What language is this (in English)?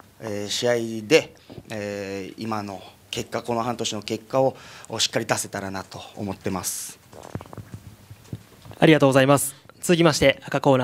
Japanese